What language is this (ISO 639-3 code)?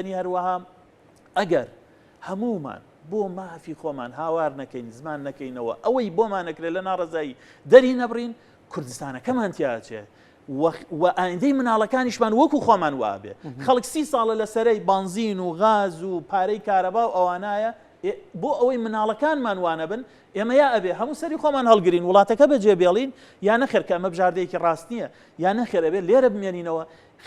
ckb